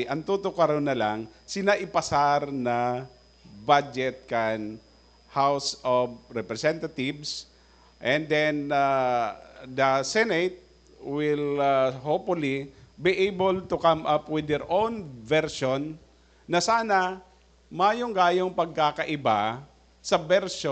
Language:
Bikol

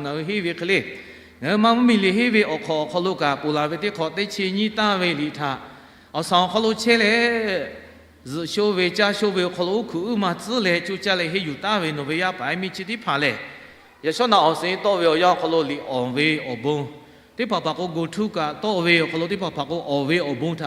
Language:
Lahu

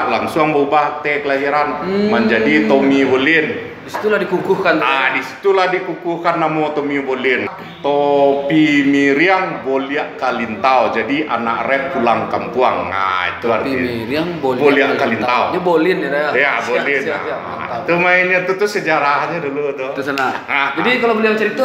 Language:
Minangkabau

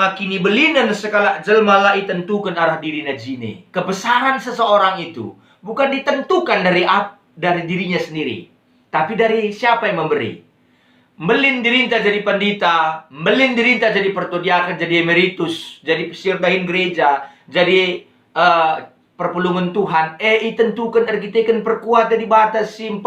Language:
Batak Karo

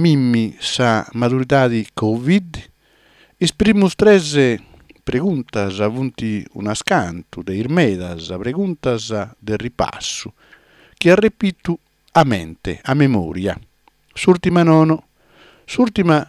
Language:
Sardinian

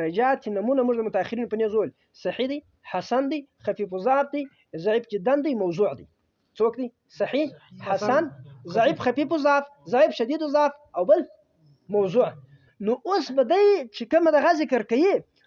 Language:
Pashto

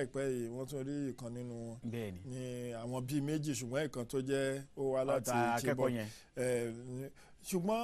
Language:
Yoruba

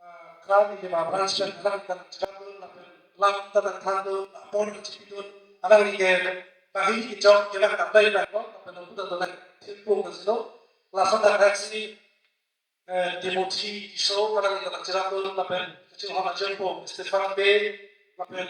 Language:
Karbi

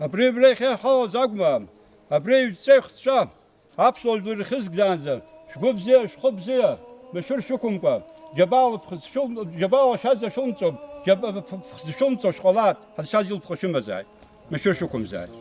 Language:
Abkhazian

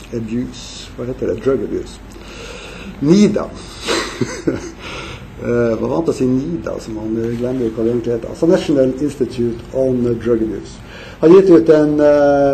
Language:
Norwegian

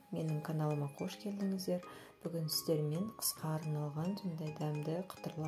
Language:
Kazakh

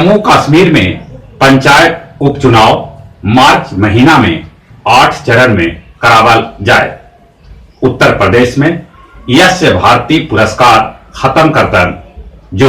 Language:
Magahi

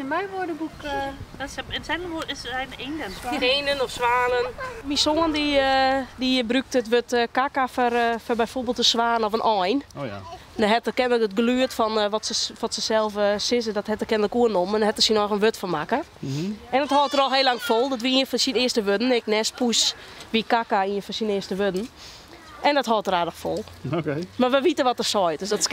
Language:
Western Frisian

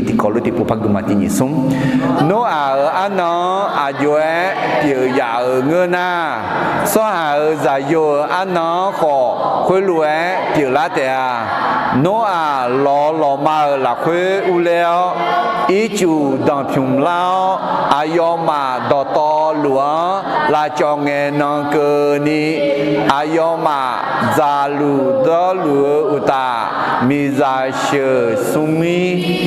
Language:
Akha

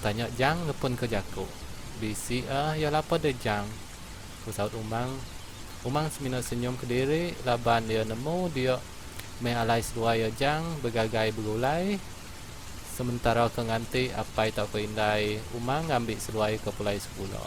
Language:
Iban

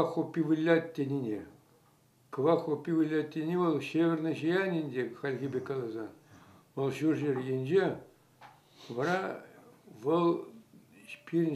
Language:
Chuvash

